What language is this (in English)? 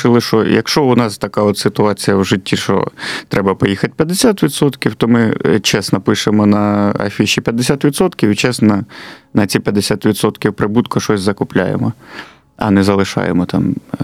Ukrainian